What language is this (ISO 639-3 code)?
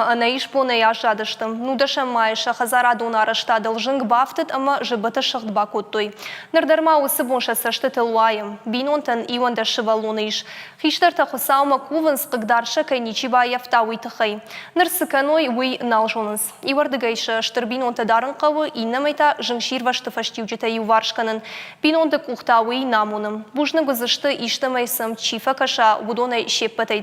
oss